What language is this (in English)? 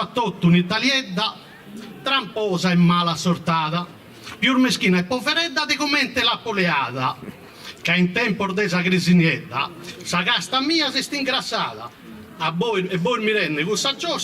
Sardinian